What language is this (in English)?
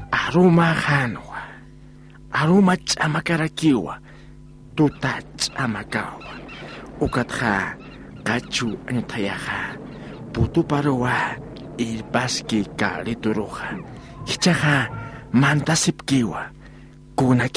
Aymara